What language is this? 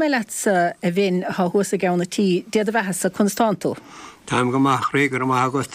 Irish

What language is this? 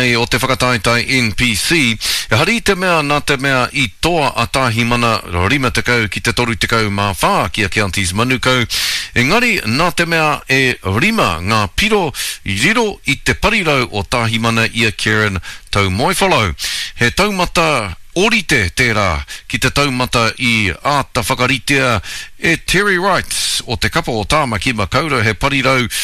Māori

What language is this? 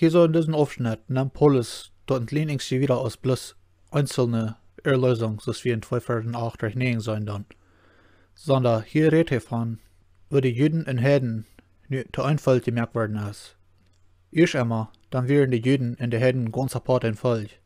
Plautdietsch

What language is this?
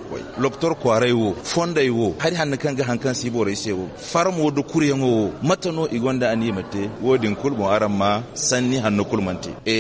Zarma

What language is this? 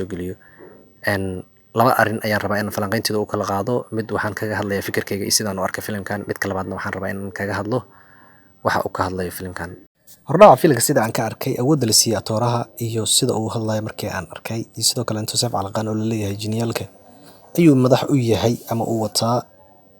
Somali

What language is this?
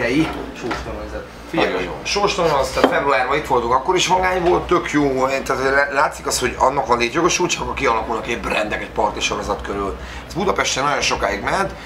Hungarian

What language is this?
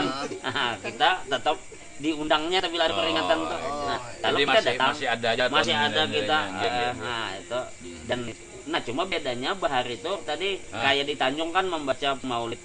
Banjar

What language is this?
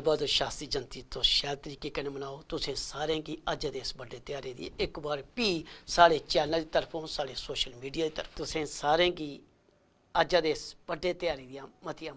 Dogri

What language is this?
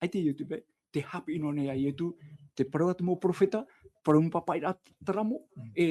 Tahitian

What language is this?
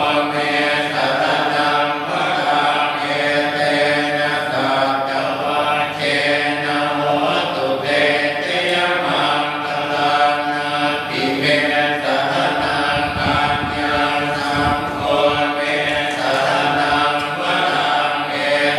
Pali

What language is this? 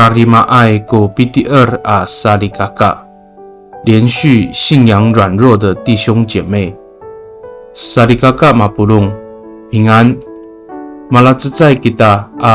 Amis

